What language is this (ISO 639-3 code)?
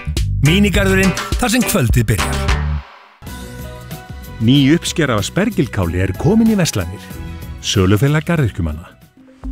isl